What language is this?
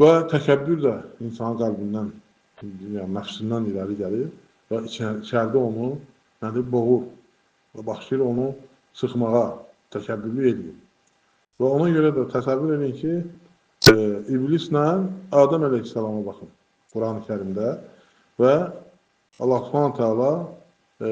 Azerbaijani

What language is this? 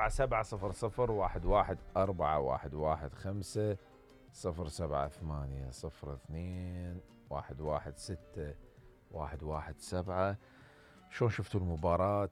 Mesopotamian Arabic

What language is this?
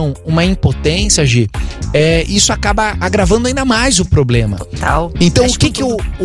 Portuguese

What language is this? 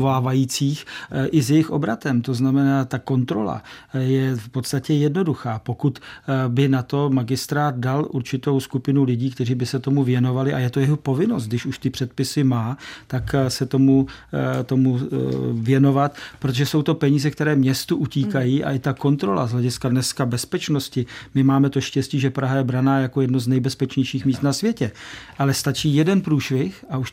Czech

